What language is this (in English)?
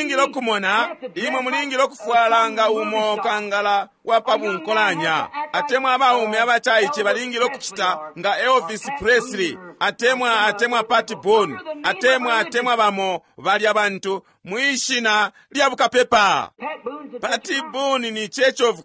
Bemba